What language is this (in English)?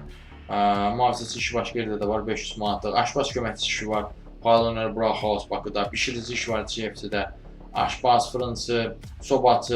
Azerbaijani